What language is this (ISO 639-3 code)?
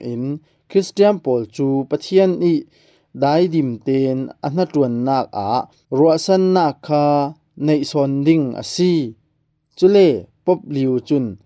cfm